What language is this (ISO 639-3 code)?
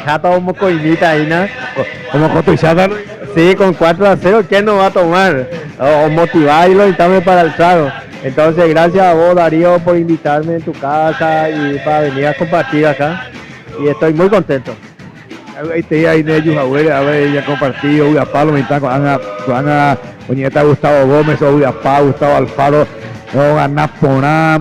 grn